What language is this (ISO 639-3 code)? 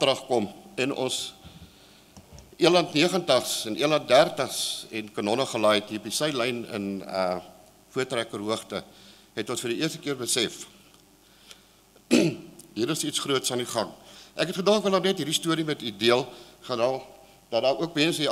afr